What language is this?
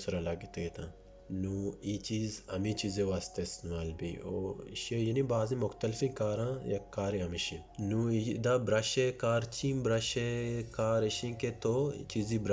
Baluchi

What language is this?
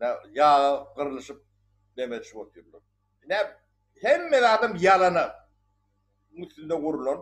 Turkmen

